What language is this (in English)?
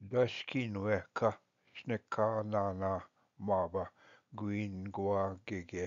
Ojibwa